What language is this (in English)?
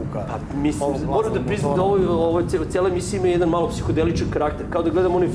Serbian